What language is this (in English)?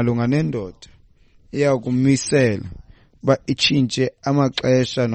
Xhosa